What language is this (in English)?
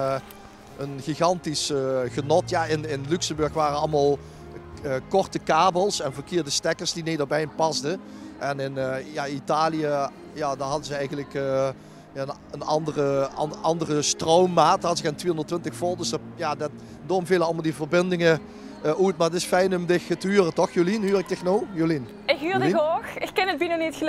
Limburgish